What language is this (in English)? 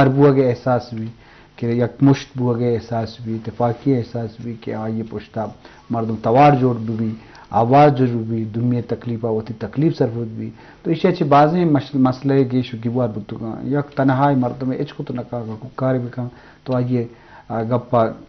Eastern Balochi